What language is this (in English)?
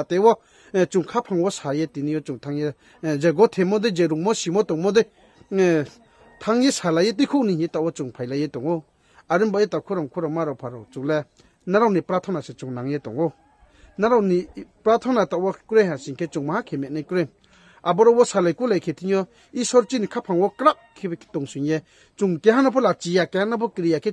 Riang (India)